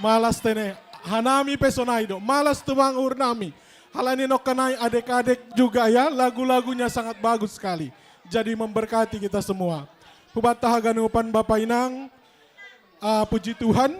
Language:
Batak Simalungun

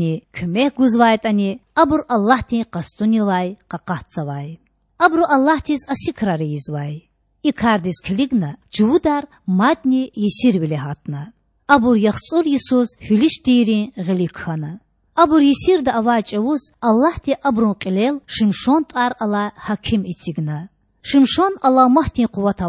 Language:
Lezghian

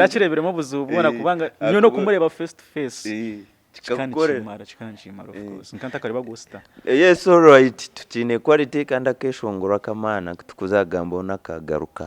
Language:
Nyankole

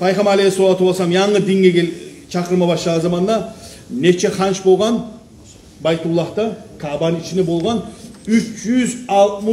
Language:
Kumyk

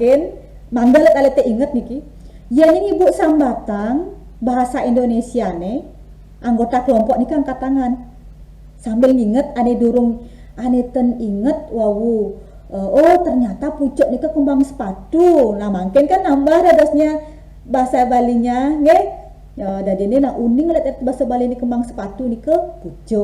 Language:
Balinese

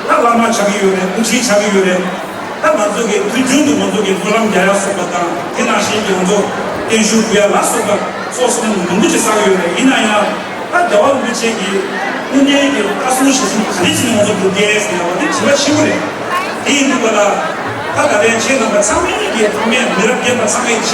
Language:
Tibetan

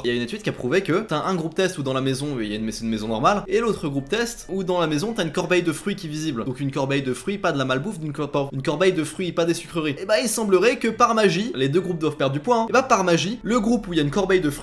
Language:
French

